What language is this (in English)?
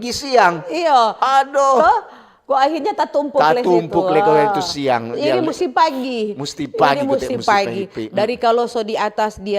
Manado Malay